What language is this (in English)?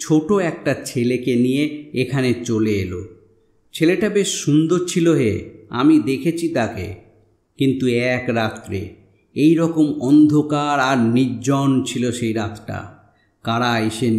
Bangla